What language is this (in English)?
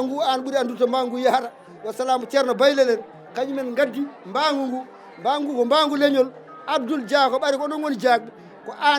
Fula